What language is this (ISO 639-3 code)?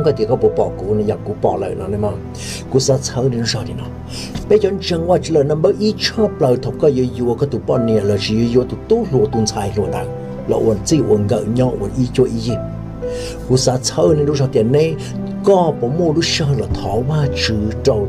hmn